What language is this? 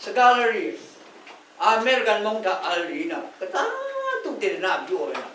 Rawang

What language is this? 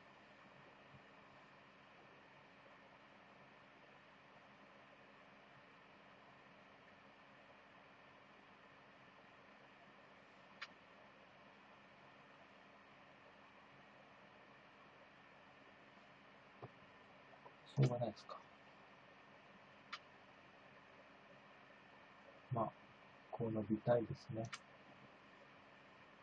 Japanese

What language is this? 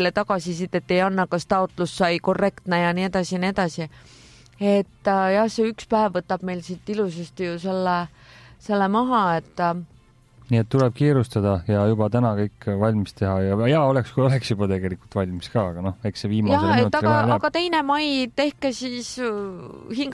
Estonian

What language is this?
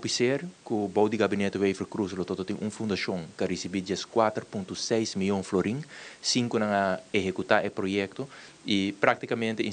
Papiamento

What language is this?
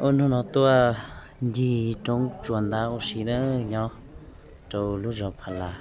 Hmong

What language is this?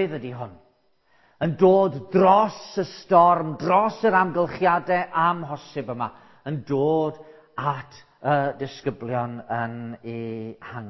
Welsh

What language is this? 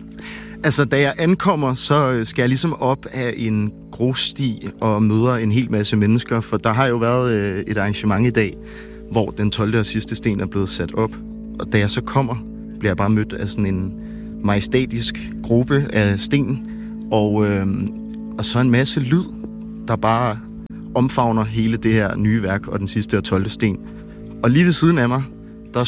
Danish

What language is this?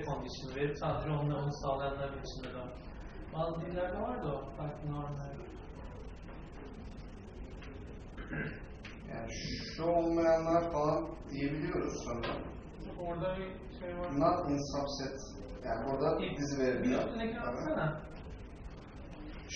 Turkish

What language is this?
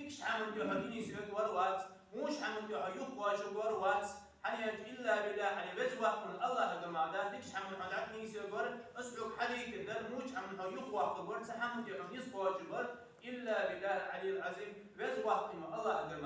Ingush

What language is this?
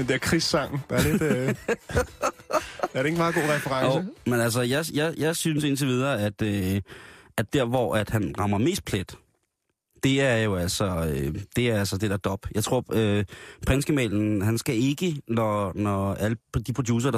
Danish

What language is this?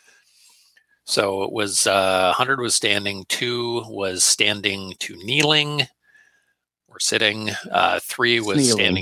English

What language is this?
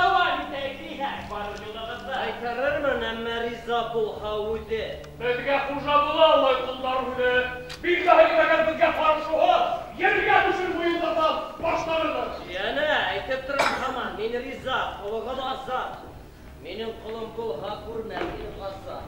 Bashkir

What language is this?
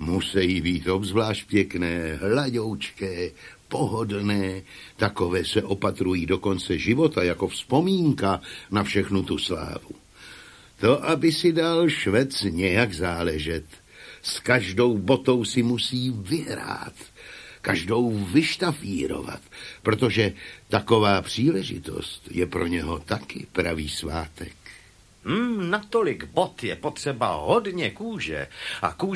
Czech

